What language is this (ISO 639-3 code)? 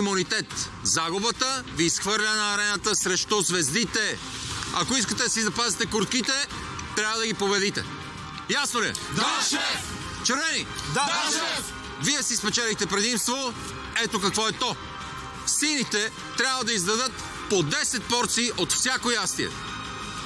bul